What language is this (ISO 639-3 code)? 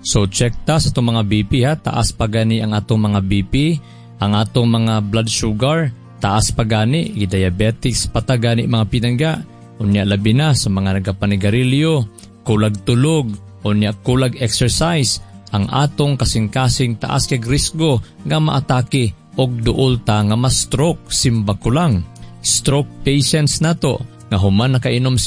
ceb